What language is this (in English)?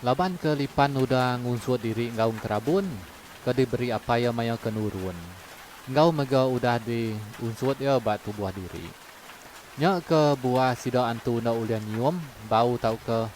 Iban